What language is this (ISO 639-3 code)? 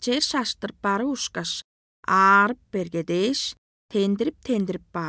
tyv